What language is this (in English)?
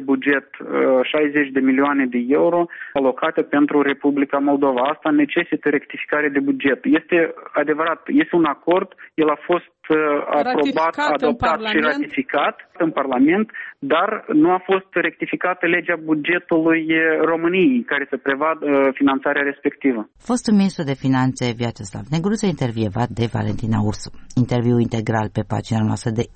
Romanian